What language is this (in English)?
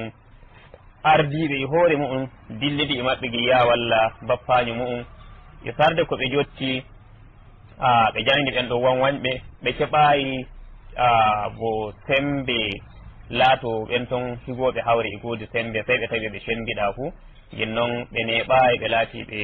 Nigerian Fulfulde